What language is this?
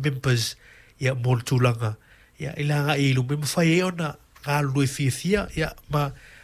Samoan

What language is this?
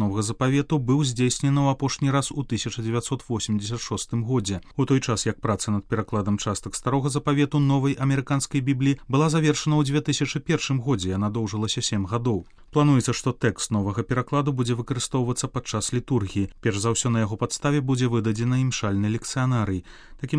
Belarusian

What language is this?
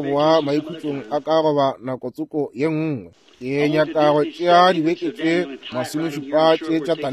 Northern Sotho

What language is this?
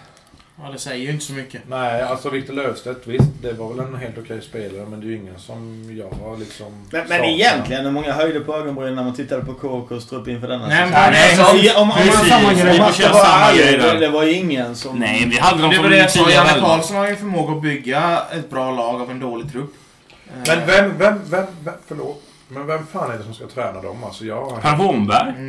Swedish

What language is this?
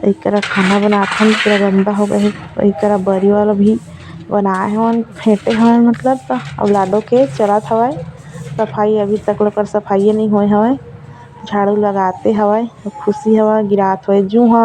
Chhattisgarhi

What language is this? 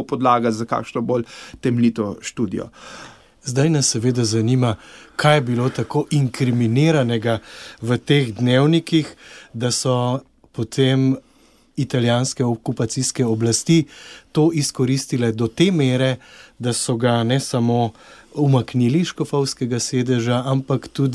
Slovenian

